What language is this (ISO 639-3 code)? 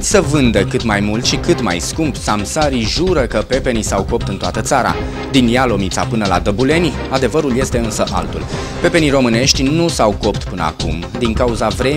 ron